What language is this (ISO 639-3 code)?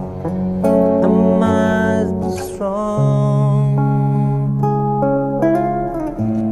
msa